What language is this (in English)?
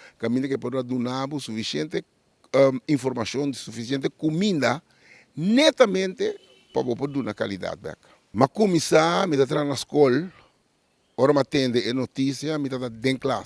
Papiamento